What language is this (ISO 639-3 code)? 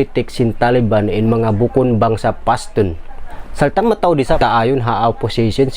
tsg